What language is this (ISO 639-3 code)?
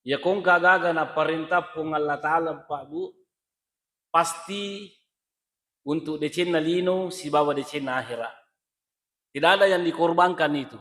bug